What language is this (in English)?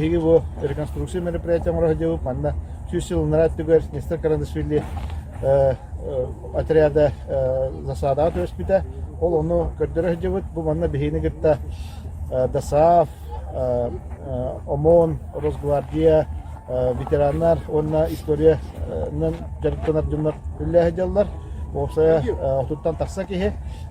Yakut